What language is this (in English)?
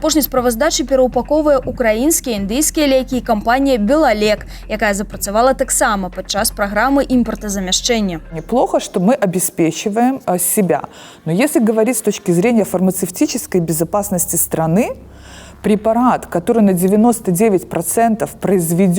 Belarusian